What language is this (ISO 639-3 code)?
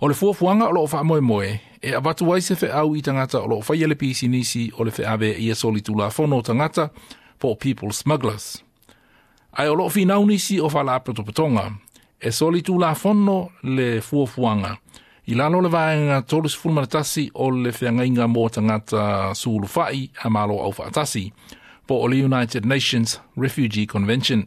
smo